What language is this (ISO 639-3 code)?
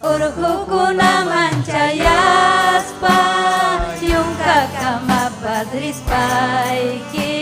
quy